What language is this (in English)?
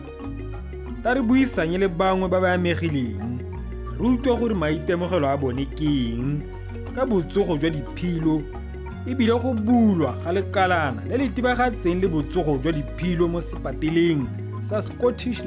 Tswana